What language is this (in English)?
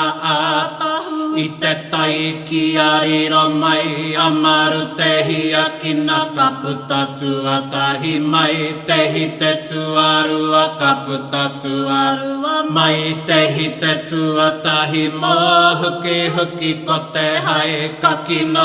Māori